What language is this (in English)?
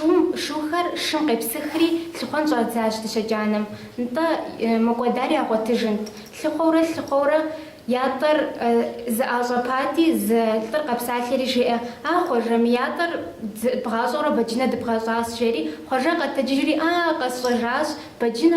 Kabardian